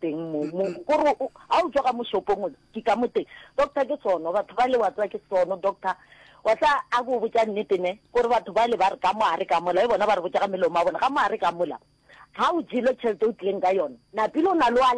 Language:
Northern Sotho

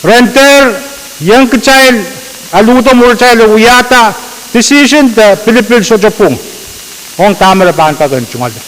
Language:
Pohnpeian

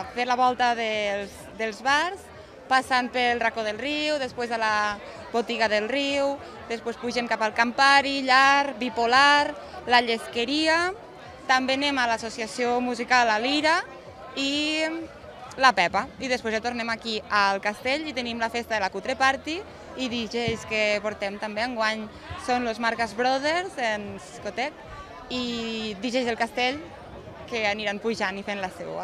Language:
Catalan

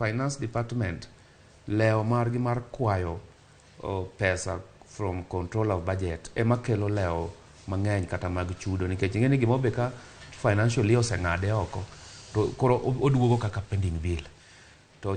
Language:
Luo (Kenya and Tanzania)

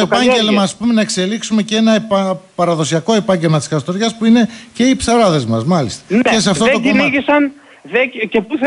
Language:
Greek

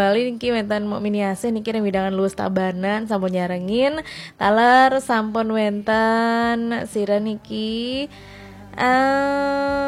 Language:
Balinese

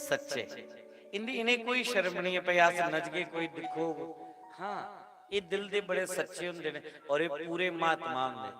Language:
Dogri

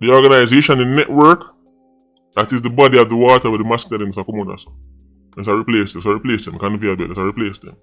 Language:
Jamaican Creole English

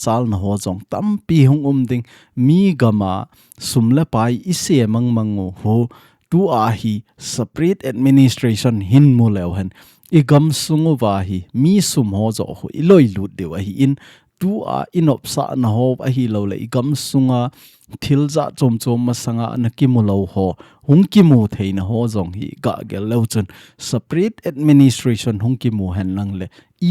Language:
Thado Chin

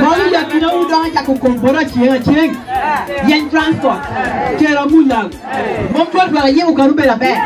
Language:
Lango (Uganda)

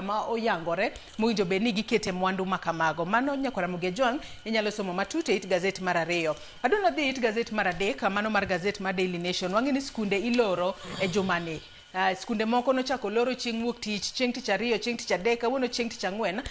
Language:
Luo (Kenya and Tanzania)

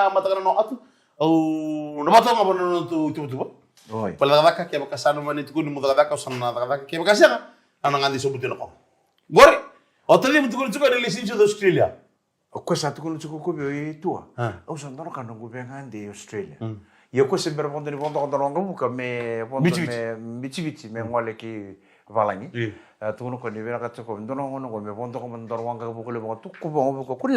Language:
Fijian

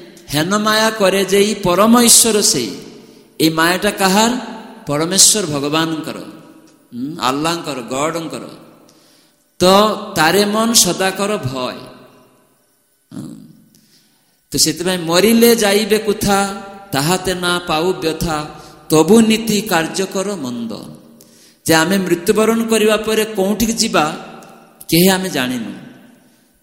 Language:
Odia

